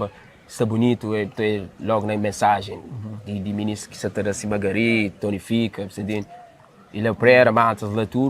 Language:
Kabuverdianu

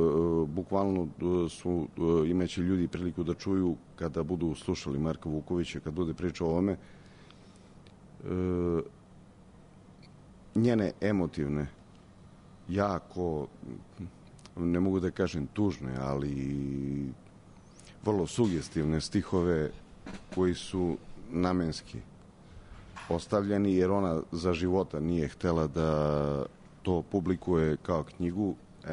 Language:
Serbian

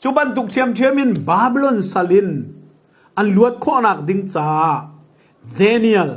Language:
Hakha Chin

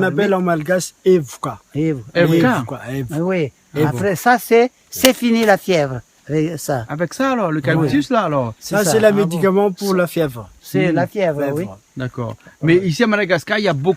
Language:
Réunion Creole French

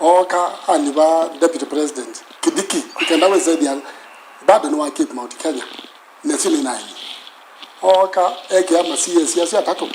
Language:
Kamba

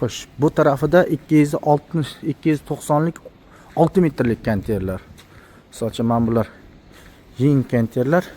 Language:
Uzbek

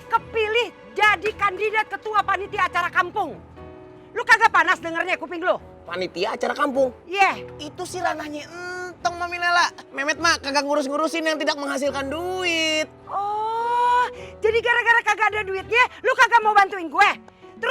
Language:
Betawi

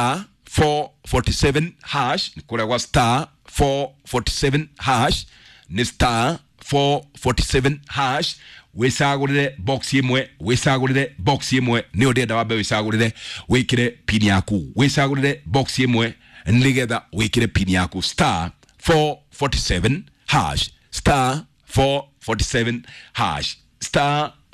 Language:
Kikuyu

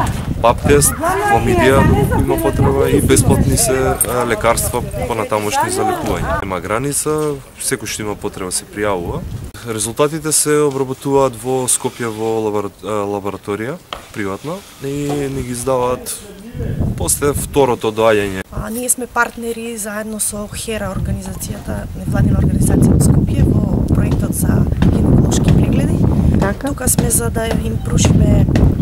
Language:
Macedonian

